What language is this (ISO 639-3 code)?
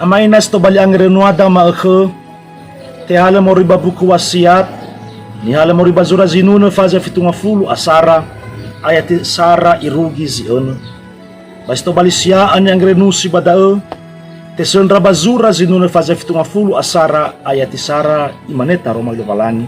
nia